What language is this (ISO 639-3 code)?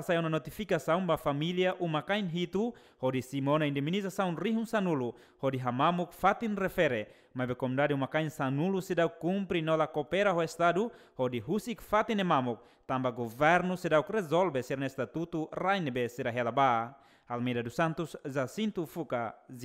tet